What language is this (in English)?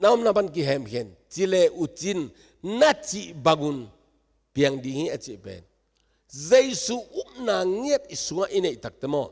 Tedim Chin